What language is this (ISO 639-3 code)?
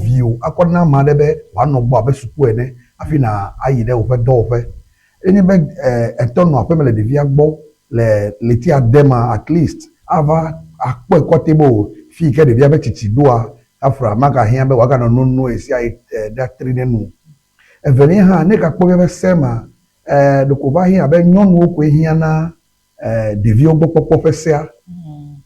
ewe